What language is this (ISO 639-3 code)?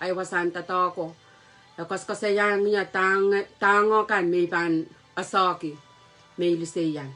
pon